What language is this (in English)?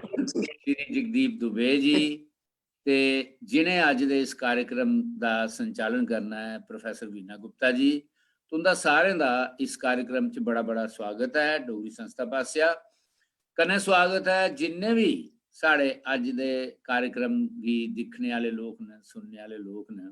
Dogri